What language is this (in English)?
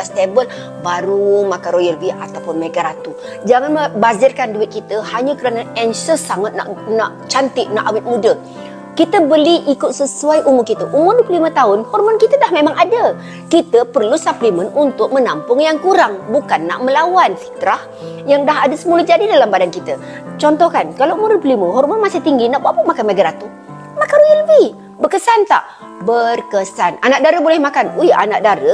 Malay